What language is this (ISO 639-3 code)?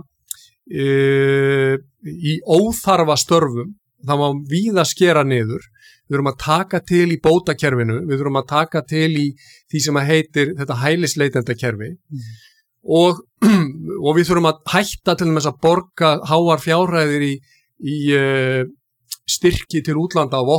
isl